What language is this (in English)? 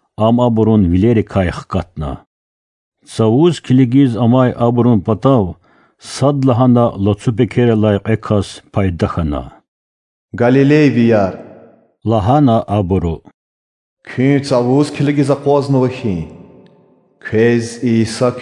Lezghian